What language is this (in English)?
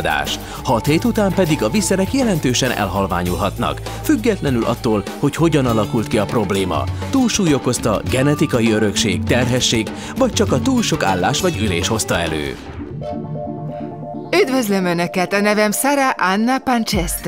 Hungarian